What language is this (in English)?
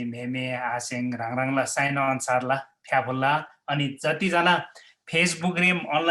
Eastern Tamang